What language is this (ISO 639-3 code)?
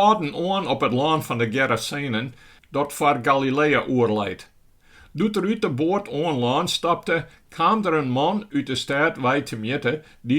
fry